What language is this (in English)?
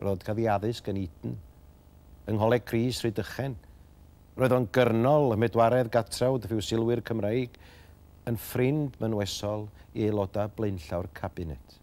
Welsh